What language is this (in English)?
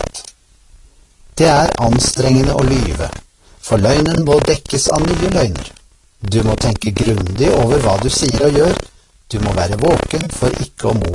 Norwegian